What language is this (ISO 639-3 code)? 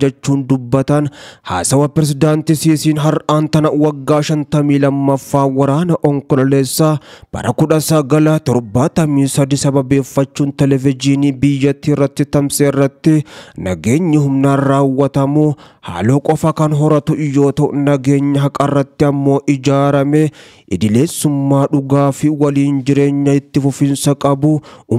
orm